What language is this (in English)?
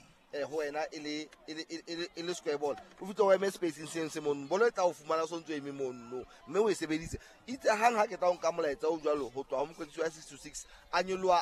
Southern Sotho